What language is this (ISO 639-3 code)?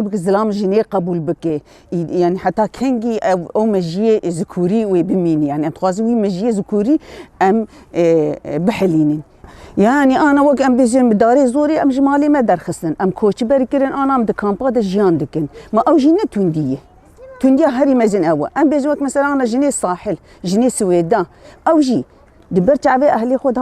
kur